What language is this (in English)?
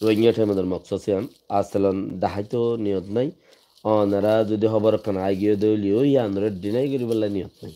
Rohingya